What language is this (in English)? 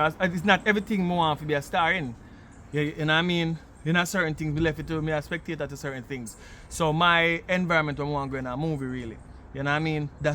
Jamaican Creole English